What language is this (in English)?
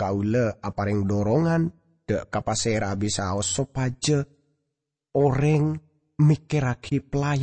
Madurese